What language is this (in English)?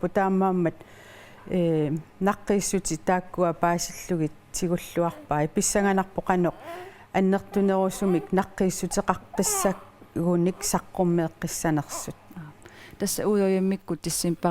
Kalaallisut